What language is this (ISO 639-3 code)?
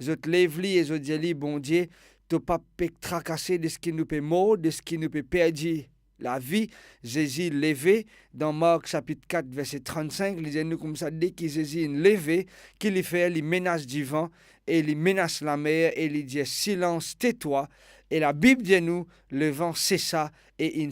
mfe